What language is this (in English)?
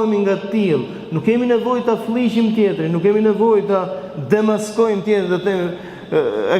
Albanian